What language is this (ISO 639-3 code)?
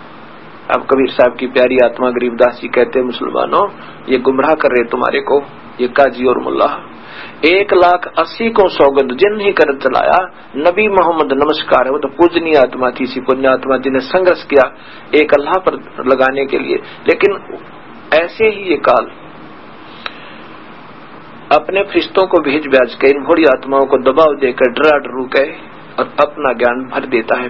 hin